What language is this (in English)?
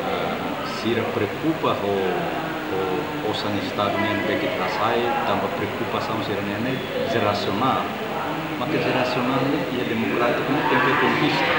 Tetum